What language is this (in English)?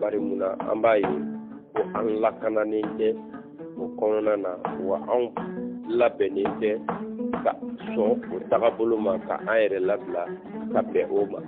Bambara